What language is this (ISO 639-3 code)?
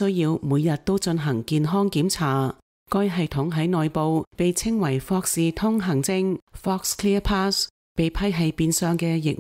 yue